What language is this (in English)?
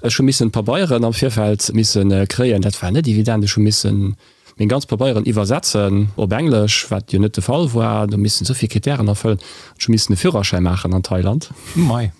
Luxembourgish